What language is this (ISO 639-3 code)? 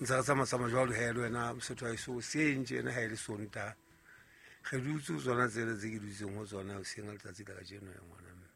sot